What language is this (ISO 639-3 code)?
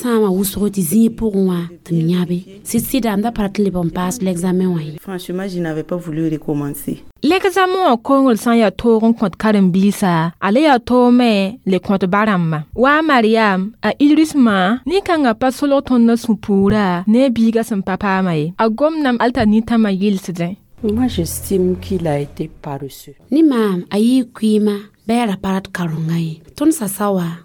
mos